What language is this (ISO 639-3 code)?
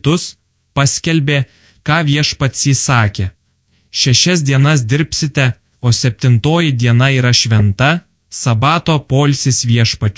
lit